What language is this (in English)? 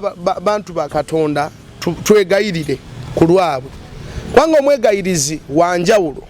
Ganda